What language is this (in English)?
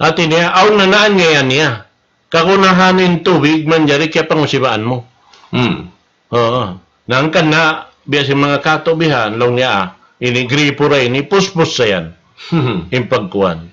Tausug